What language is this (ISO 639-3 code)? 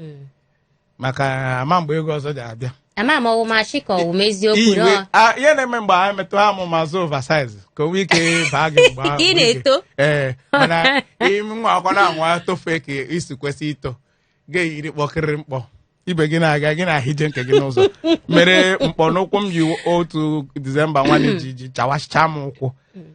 ibo